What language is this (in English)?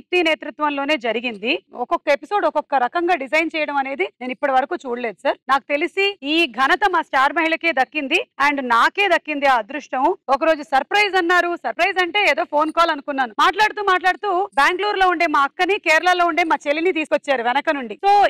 Telugu